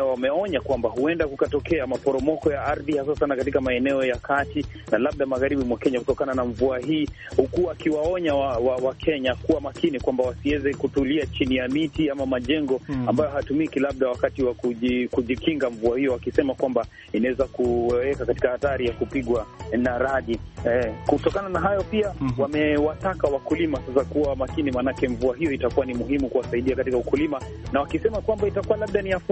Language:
Swahili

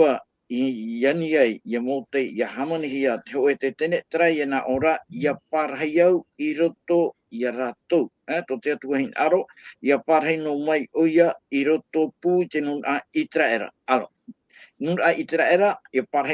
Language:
Tahitian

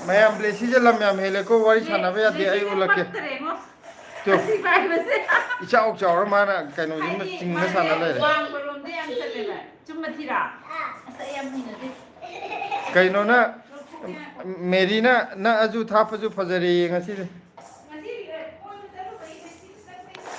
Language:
Manipuri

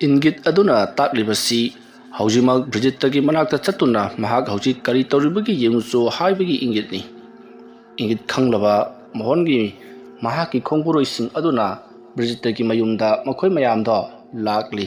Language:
Manipuri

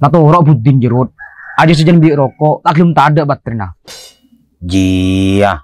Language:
Madurese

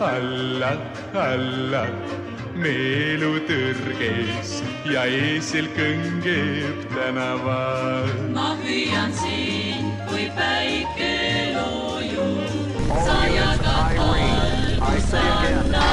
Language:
Estonian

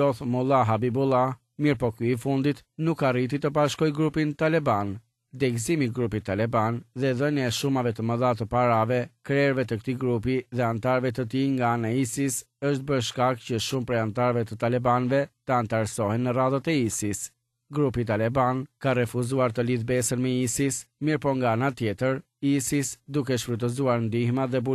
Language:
Albanian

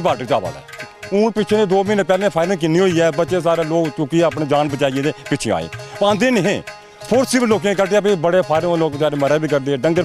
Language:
Dogri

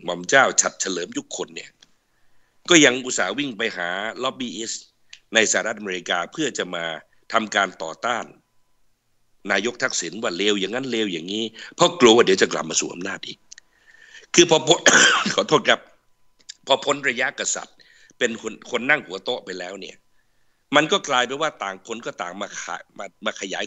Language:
Thai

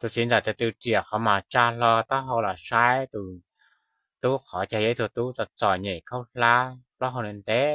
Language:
Hmong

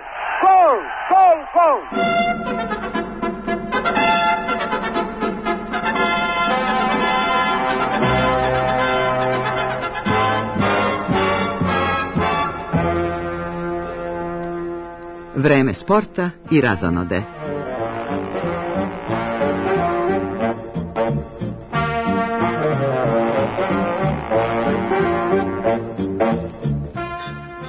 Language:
Serbian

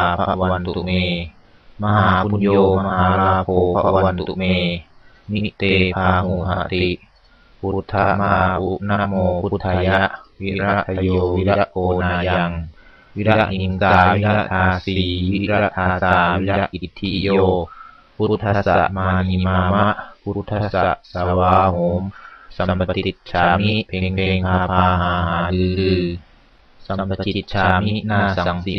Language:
Pali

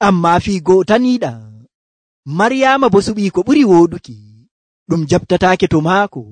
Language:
Nigerian Fulfulde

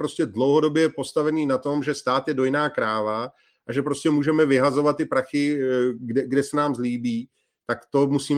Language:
Czech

